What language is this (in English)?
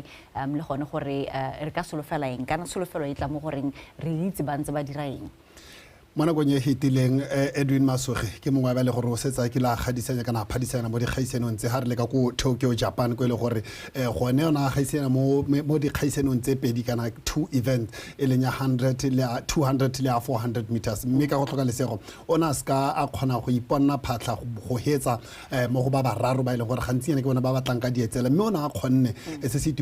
Tswana